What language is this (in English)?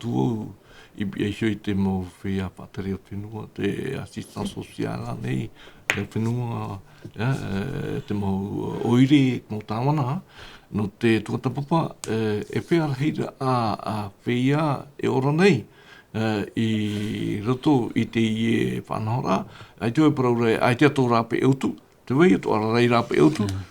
Tahitian